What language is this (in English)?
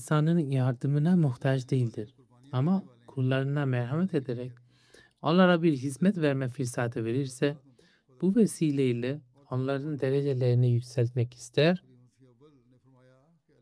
Turkish